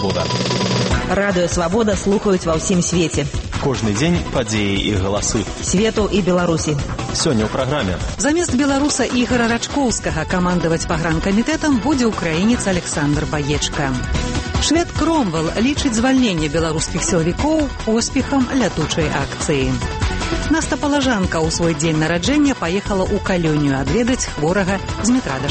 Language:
Belarusian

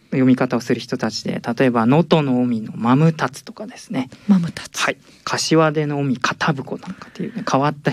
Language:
Japanese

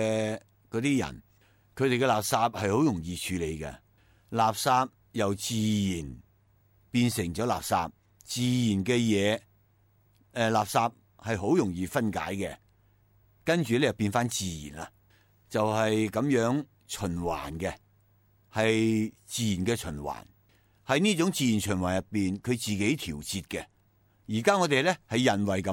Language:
Cantonese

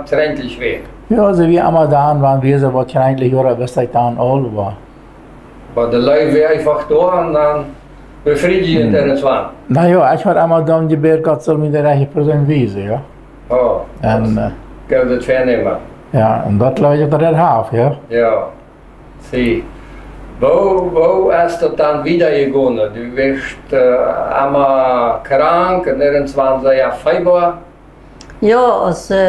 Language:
Plautdietsch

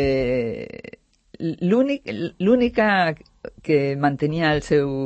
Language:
Catalan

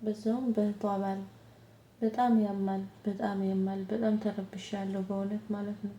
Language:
Amharic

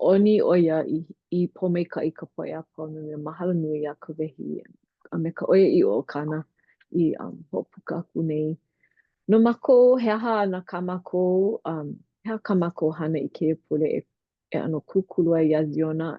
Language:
Hawaiian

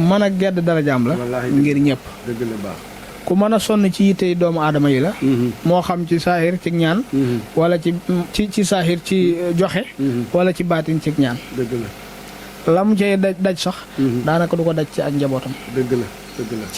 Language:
Wolof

